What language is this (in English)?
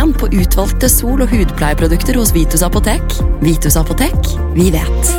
Norwegian